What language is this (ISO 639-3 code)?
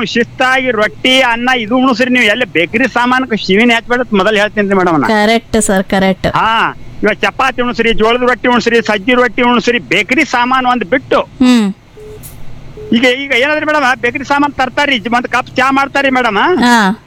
kan